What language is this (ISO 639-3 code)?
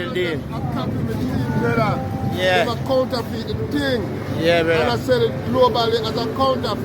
jam